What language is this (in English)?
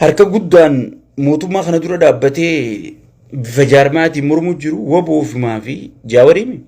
Oromo